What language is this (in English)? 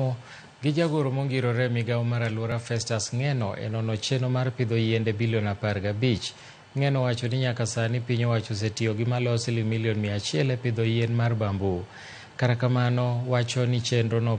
Luo (Kenya and Tanzania)